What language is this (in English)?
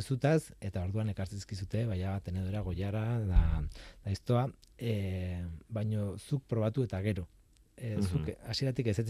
Basque